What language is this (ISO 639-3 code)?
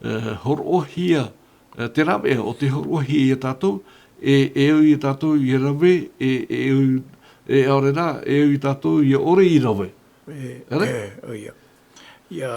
tah